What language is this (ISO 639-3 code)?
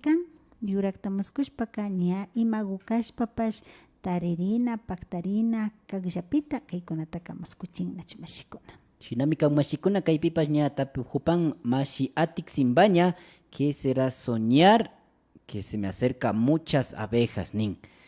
qvi